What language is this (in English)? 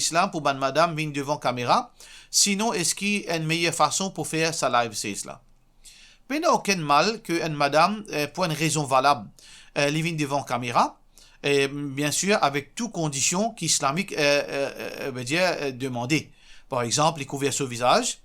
Morisyen